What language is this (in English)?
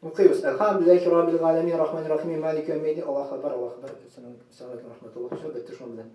Tatar